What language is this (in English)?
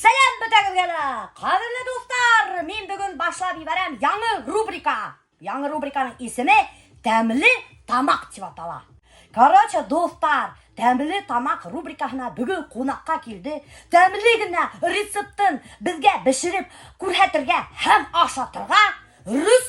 Bashkir